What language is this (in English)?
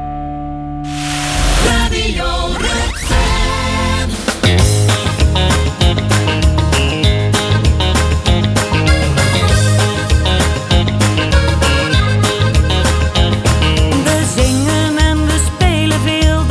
Dutch